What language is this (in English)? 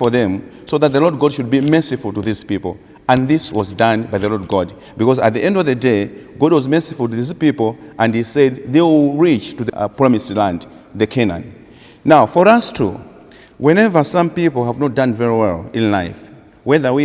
English